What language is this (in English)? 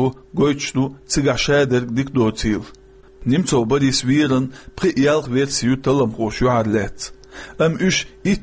Chechen